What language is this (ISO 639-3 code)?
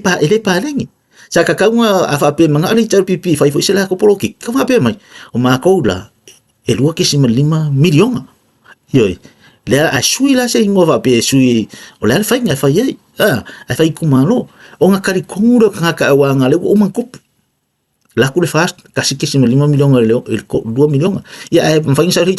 smo